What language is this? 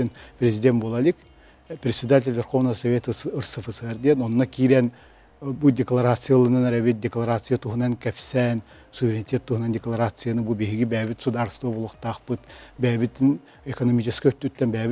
Yakut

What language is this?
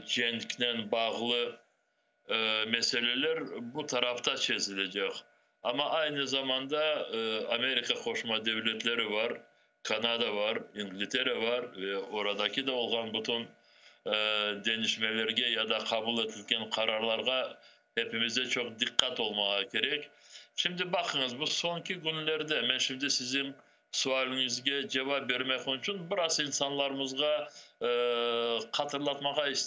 Crimean Tatar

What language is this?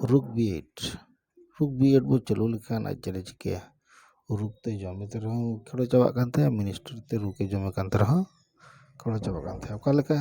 Santali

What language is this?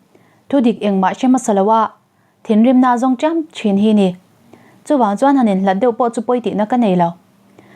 Mizo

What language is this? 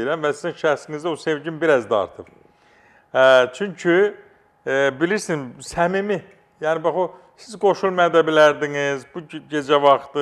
Azerbaijani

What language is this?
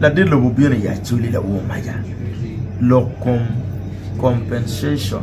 Acoli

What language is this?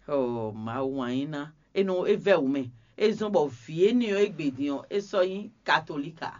Fon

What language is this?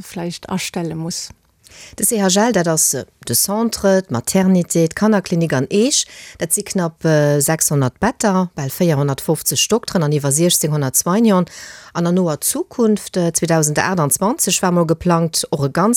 Luxembourgish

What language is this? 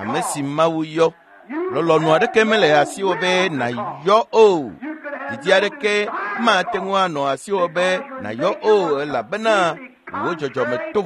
Ewe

